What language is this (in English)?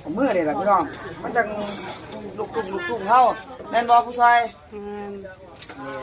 Northeastern Thai